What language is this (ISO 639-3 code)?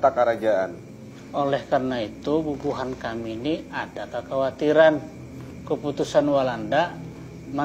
bjn